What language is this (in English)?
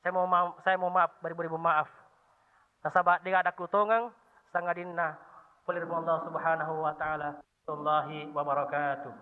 Buginese